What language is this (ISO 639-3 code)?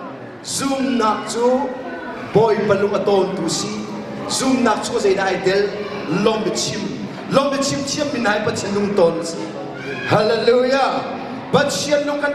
cnh